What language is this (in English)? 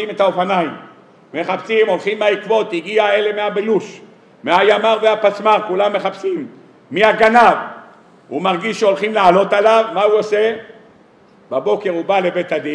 Hebrew